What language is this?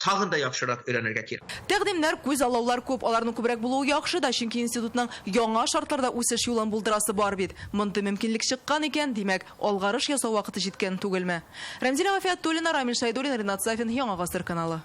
Tatar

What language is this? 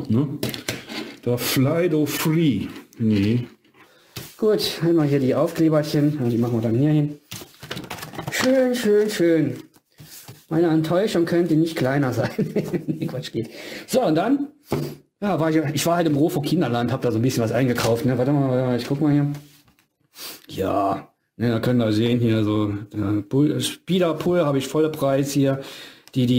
German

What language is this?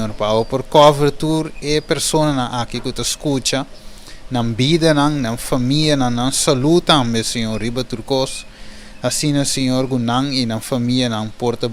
Papiamento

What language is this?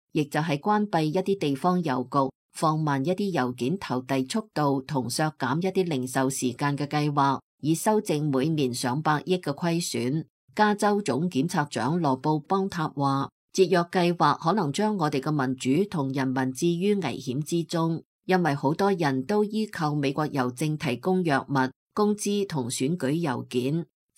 Cantonese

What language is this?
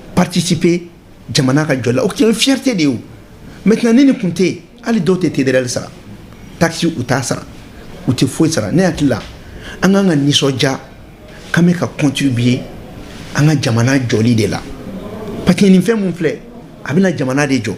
Bambara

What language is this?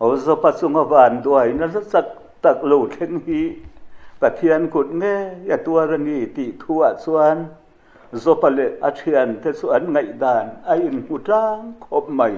Mizo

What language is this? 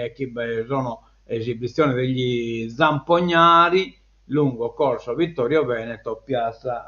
Sardinian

